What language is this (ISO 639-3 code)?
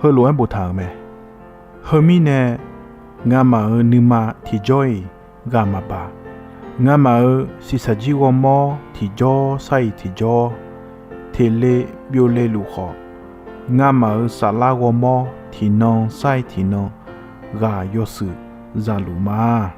ahk